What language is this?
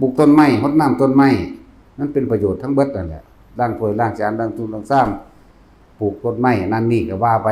Northeastern Thai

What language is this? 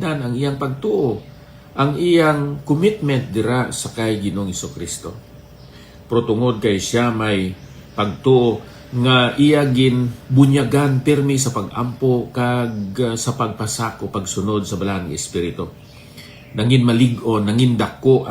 Hiligaynon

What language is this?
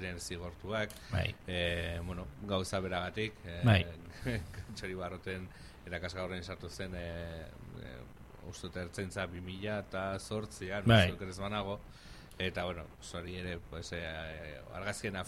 Basque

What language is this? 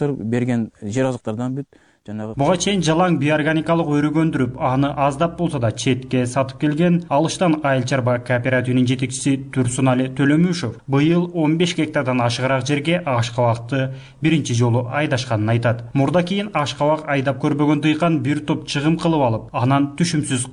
Kyrgyz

